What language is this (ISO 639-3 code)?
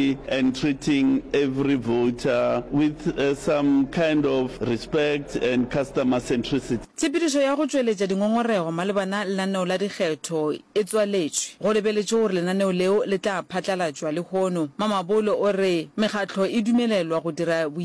nso